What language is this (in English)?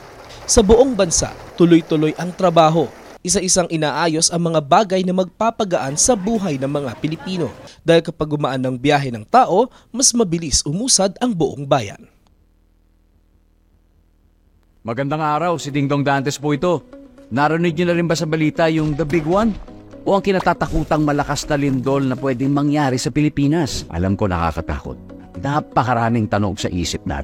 Filipino